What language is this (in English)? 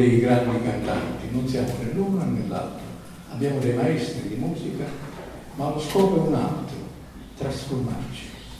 Italian